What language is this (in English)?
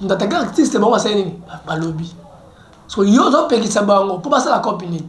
Lingala